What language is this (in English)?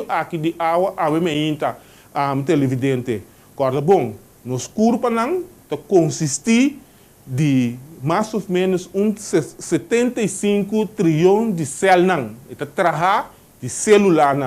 Papiamento